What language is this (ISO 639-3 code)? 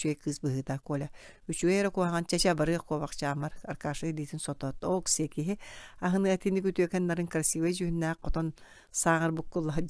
sah